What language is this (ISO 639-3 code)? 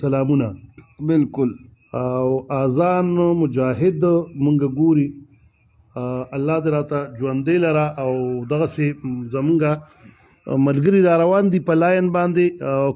pus